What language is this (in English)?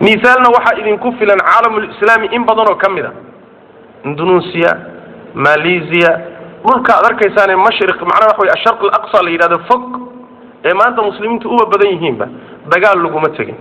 Somali